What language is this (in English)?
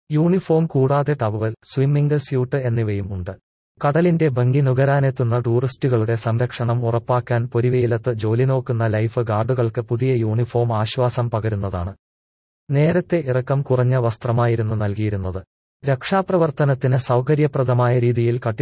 Malayalam